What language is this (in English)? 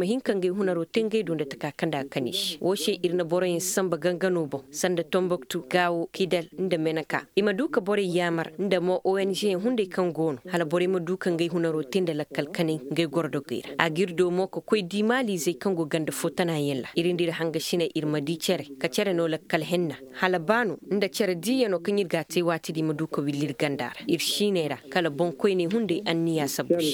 Zarma